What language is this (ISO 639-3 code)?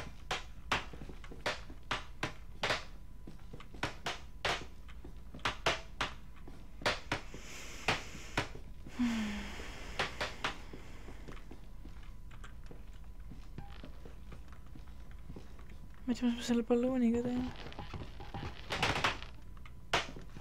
est